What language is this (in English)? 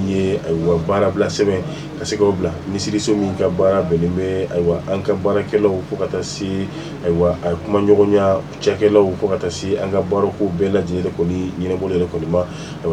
Bambara